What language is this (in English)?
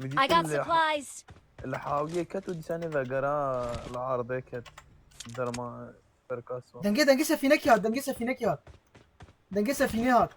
Kurdish